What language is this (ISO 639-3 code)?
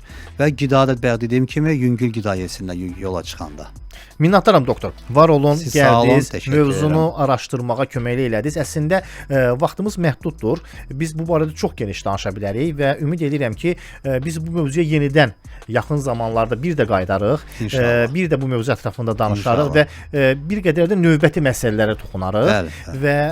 aze